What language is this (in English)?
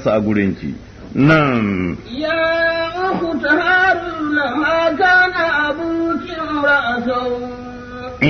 Hausa